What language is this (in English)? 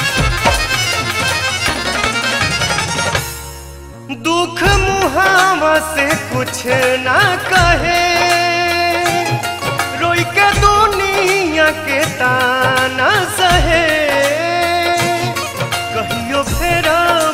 Bhojpuri